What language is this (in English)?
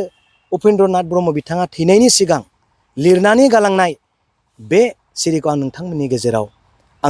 Bodo